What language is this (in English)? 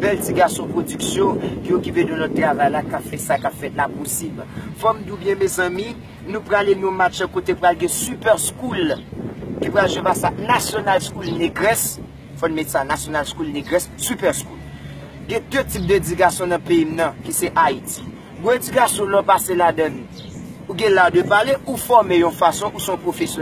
Haitian Creole